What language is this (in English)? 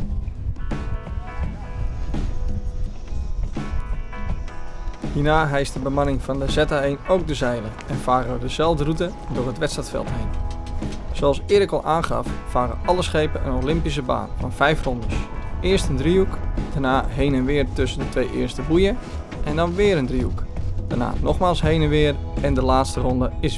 Dutch